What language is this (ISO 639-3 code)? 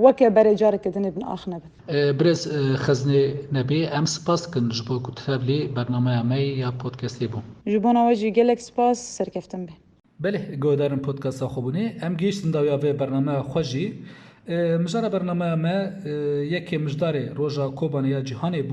kur